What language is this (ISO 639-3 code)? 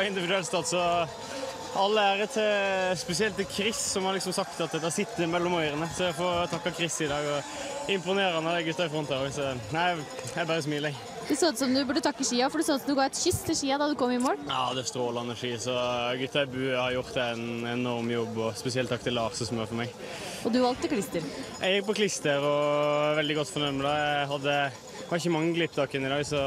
nor